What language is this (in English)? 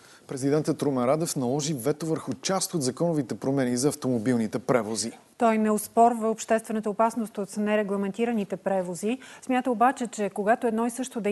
Bulgarian